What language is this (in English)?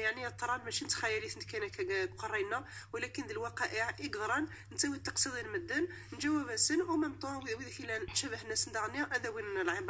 Moroccan Arabic